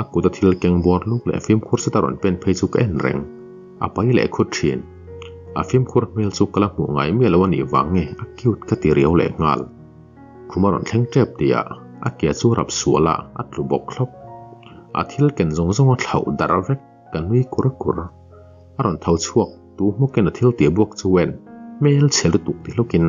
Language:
Mizo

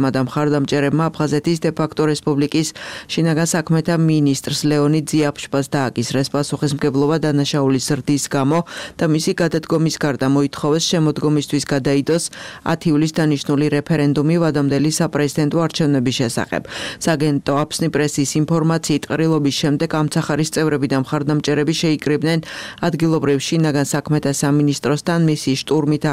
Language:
Georgian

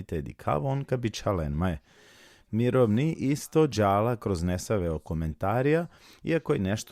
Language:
Balkan Romani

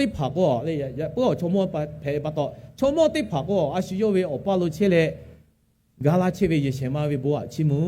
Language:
Lahu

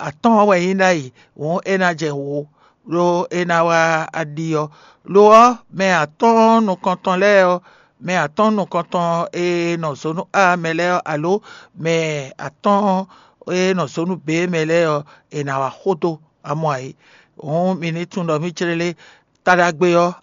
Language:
Fon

